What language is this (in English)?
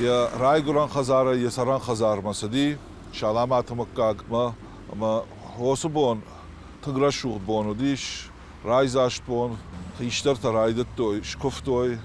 Ossetic